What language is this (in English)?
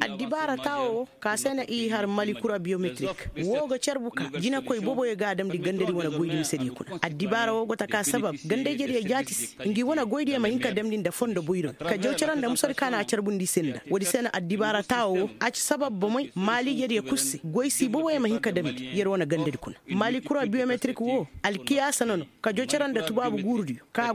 Koyraboro Senni